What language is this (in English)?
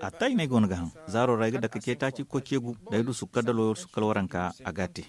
Zarma